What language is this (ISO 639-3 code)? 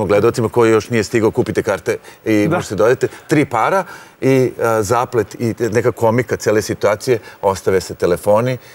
srp